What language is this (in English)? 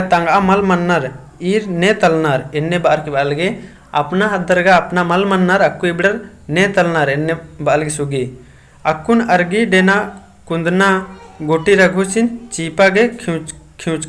Kurukh